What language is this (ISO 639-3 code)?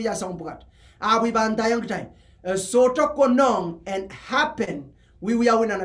pon